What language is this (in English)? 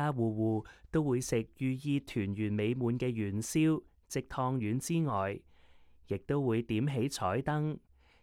Cantonese